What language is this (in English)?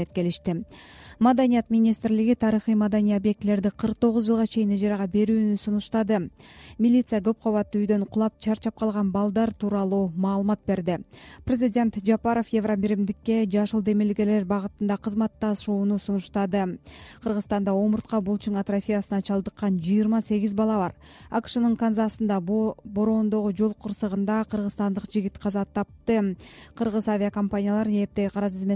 Kyrgyz